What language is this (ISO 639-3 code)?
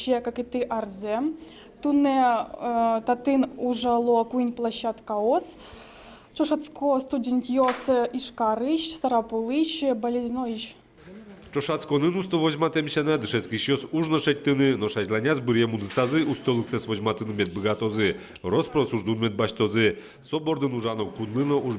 udm